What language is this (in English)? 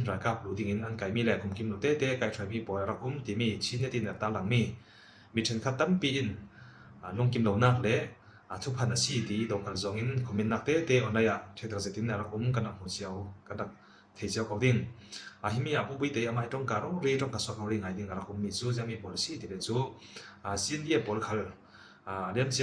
Falam Chin